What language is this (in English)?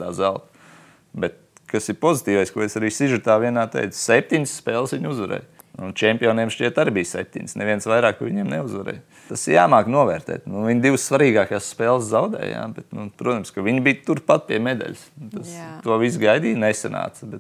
Latvian